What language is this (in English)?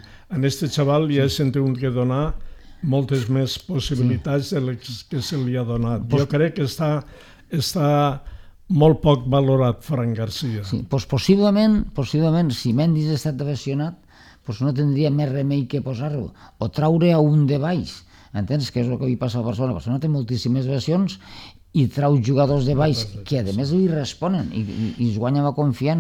Catalan